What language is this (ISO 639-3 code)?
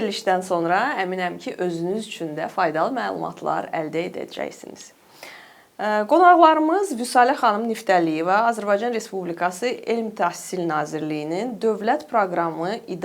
aze